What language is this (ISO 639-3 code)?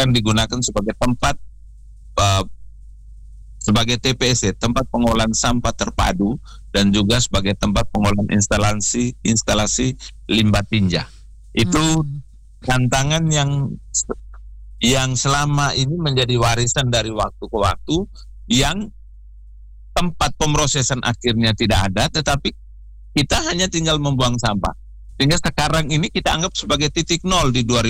ind